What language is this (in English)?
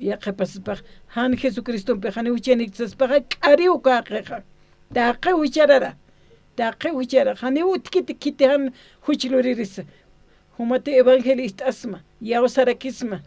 Aymara